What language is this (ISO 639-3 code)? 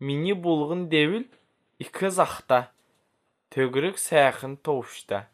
xal